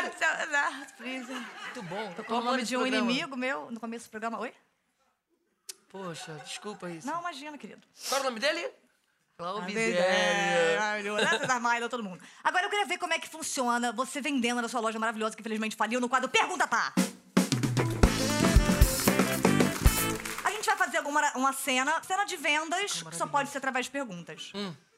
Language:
Portuguese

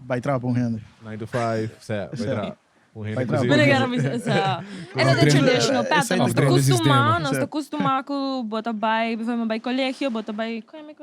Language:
Papiamento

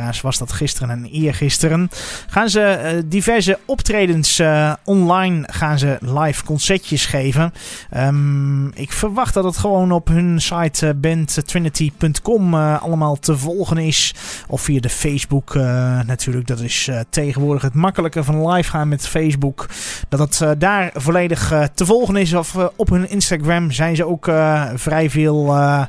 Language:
Dutch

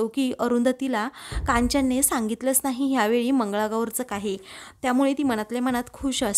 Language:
Marathi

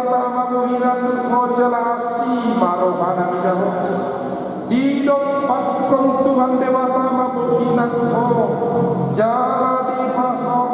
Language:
Batak Toba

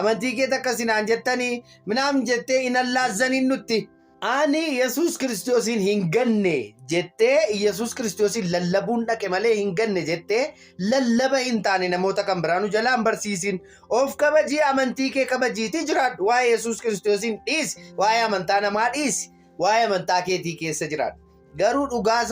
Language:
Oromo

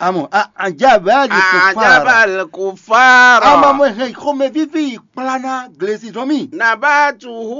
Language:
Fon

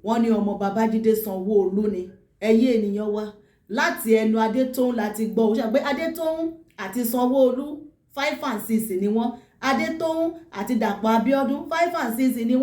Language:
Yoruba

